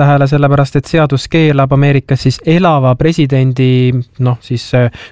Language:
Estonian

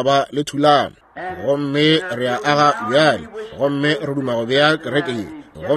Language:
Northern Sotho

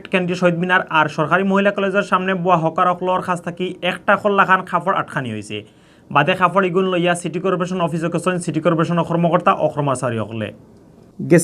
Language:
Sylheti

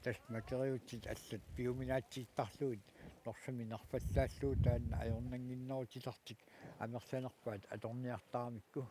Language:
Kalaallisut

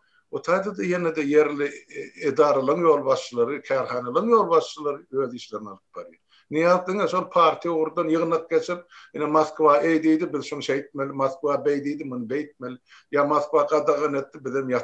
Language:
Turkmen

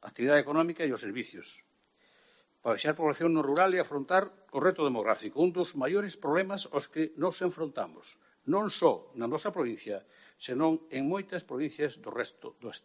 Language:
Galician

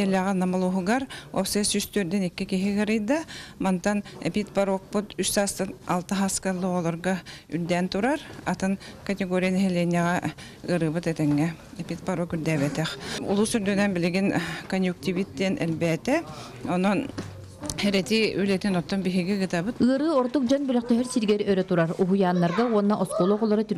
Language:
Yakut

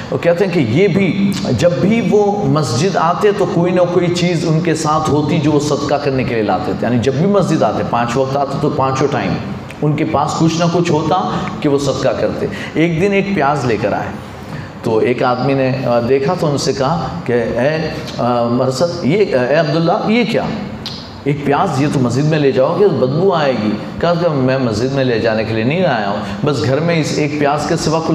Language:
Urdu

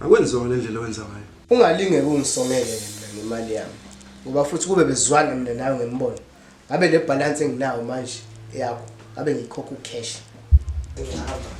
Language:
Zulu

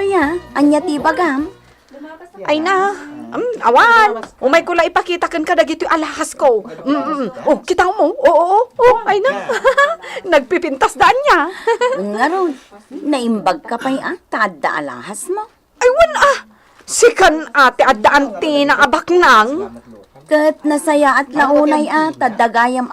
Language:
Iloko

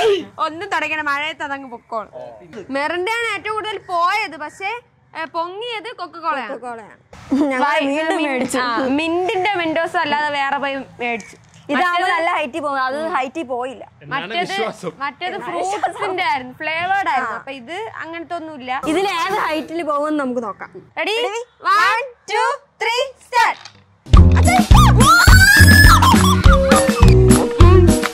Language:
Malayalam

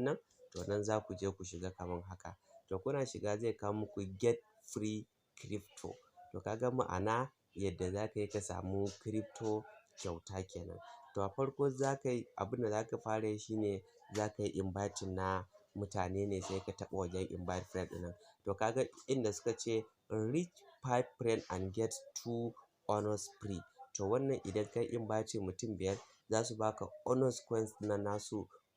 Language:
Hausa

